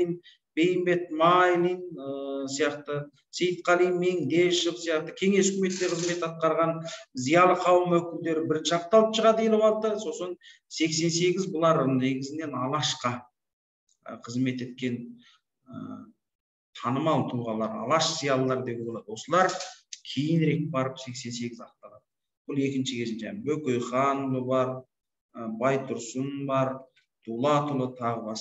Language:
Kazakh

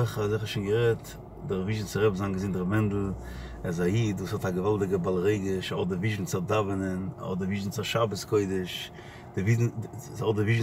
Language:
Yiddish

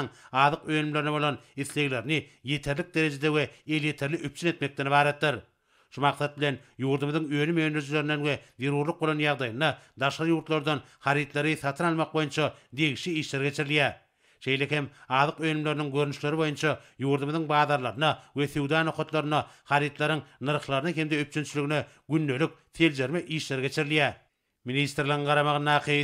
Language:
Turkmen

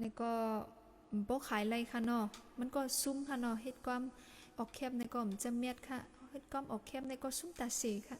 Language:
Shan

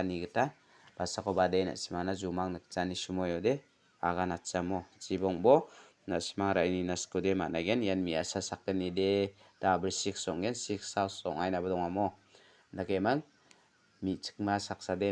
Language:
Garo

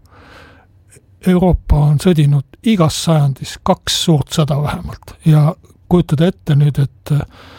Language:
Estonian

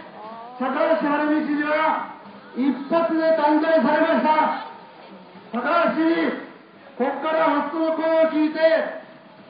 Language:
Japanese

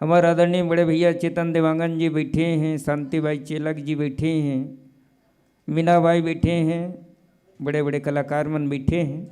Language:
Chhattisgarhi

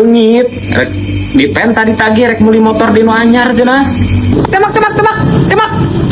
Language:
Sundanese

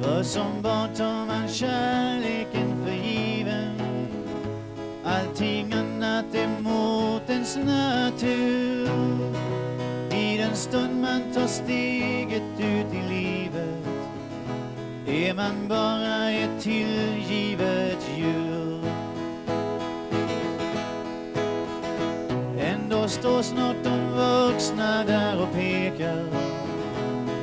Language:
Swedish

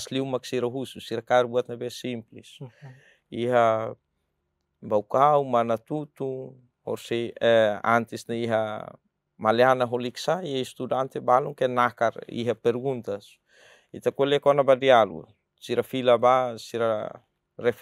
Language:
Tetum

